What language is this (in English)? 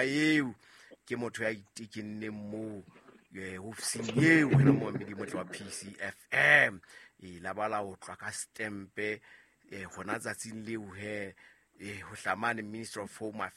Southern Sotho